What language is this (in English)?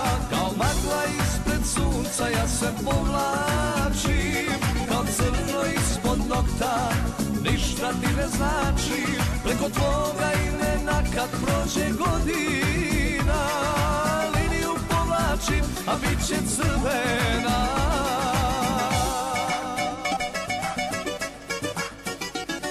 Serbian